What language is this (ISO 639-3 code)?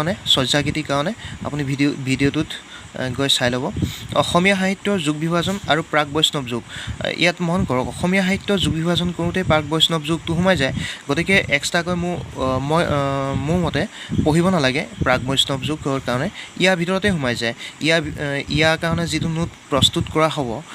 asm